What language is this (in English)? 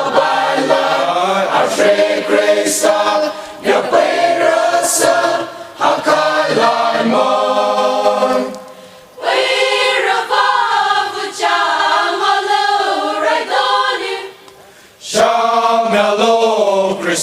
Poumei Naga